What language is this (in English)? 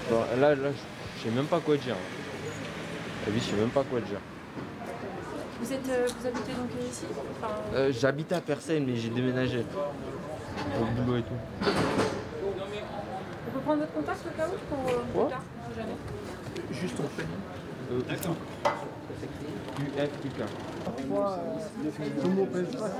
French